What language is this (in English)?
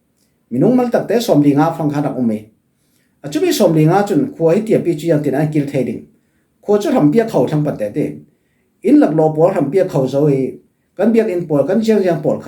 Falam Chin